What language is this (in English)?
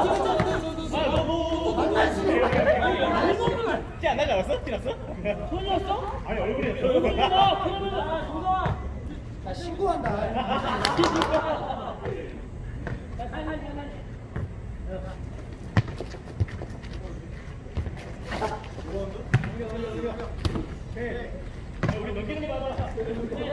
Korean